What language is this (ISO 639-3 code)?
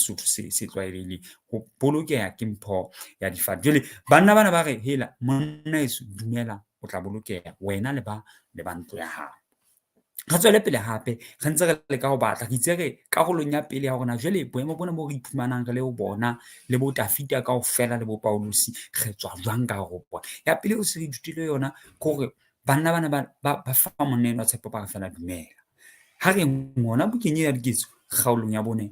sot